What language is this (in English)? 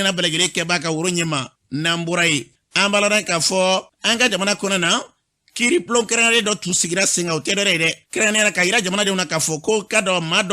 Bambara